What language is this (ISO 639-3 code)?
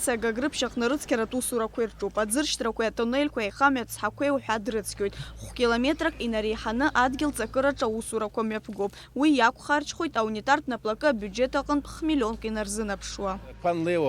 abk